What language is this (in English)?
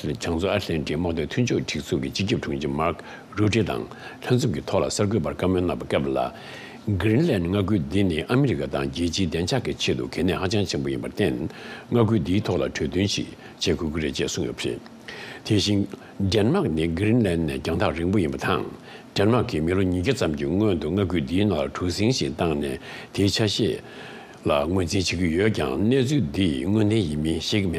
Tibetan